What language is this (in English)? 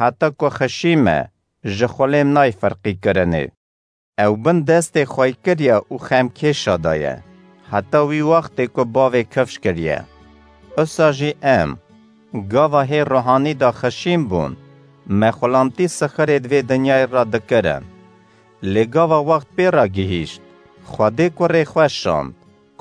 Kurdish